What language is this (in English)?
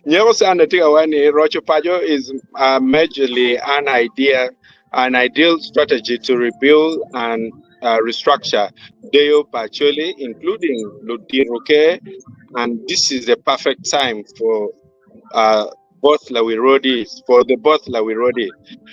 Acoli